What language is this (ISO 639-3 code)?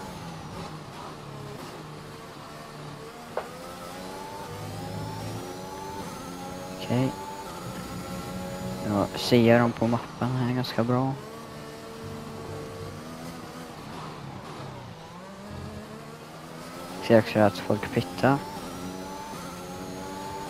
swe